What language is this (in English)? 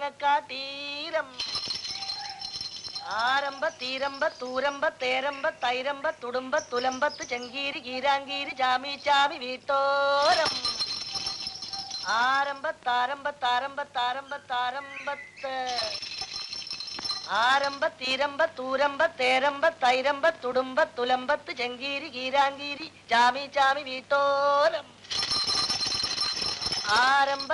Malayalam